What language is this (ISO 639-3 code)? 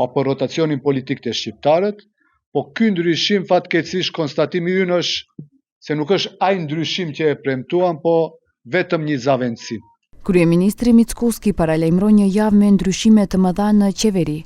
sqi